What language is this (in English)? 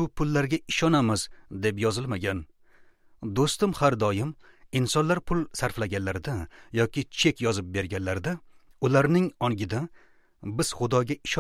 Uzbek